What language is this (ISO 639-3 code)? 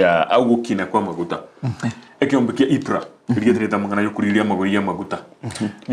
guz